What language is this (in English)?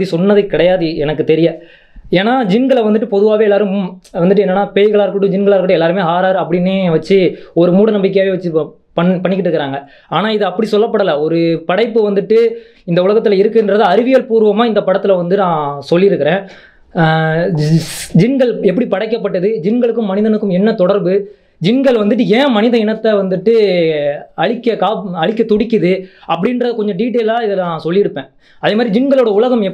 Tamil